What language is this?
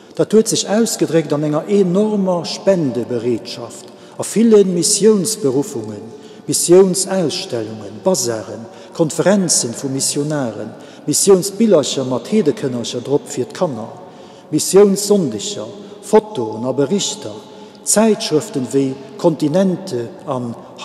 Luxembourgish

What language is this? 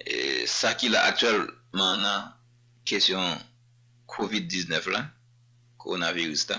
Haitian Creole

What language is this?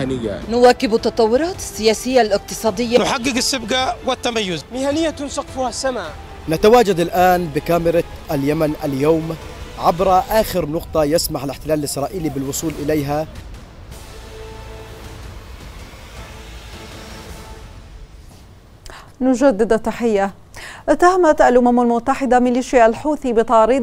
Arabic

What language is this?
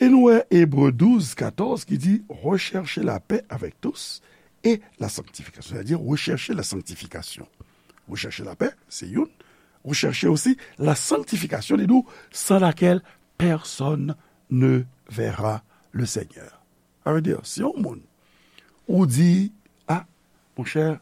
Haitian Creole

